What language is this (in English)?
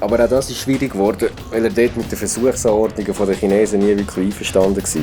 Swiss German